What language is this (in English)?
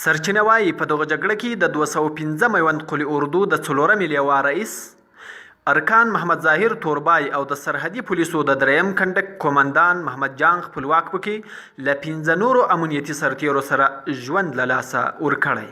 Pashto